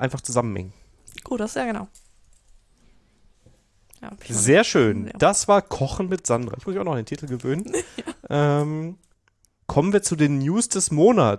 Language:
German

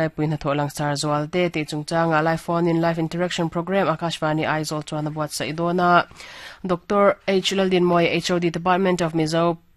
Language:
Mizo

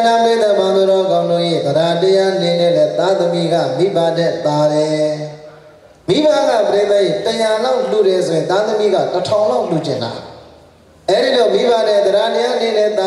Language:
Burmese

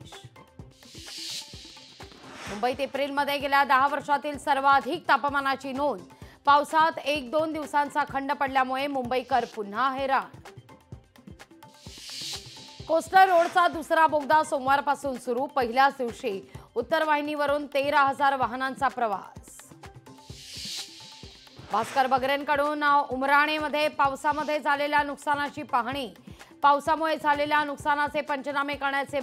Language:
Marathi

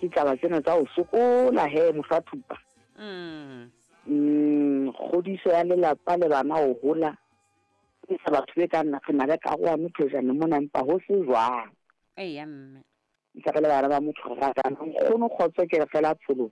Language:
Southern Sotho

